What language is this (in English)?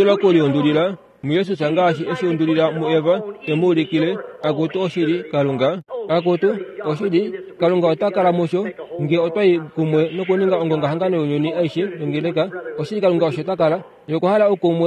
Kuanyama